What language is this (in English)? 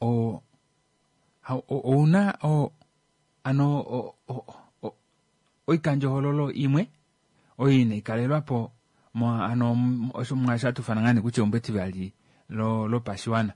Kuanyama